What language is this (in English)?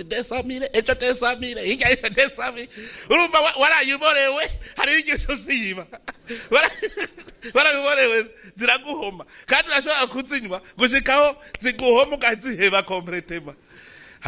Rundi